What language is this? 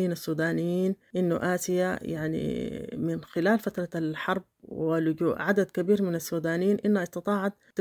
Sudanese Arabic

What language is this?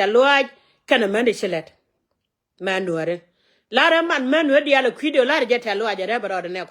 Nuer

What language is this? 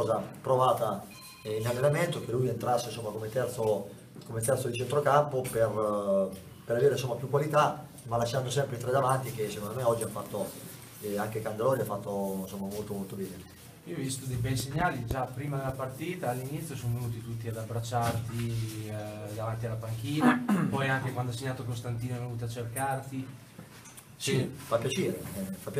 Italian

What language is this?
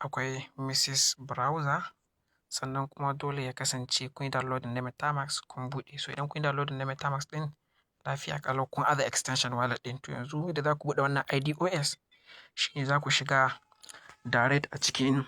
Hausa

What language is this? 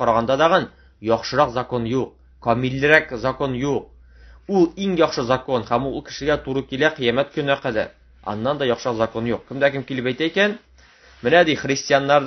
Tatar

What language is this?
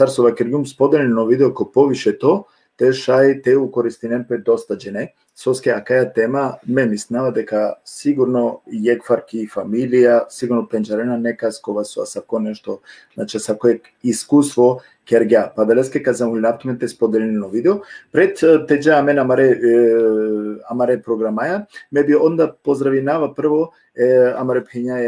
Balkan Romani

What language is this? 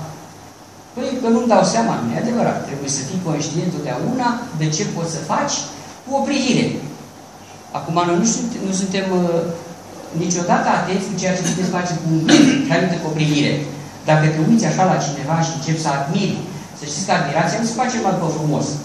Romanian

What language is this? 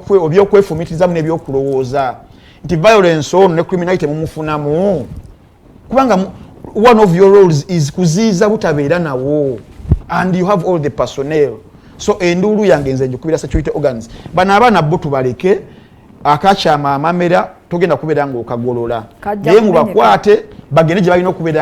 Ganda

